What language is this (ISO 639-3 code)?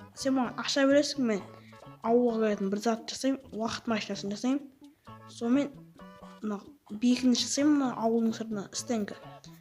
kaz